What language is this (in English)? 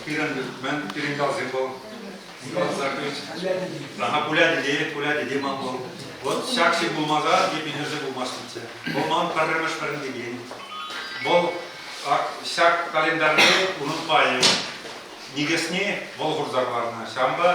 Chuvash